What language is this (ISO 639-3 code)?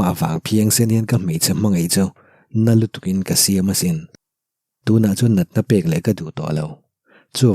lus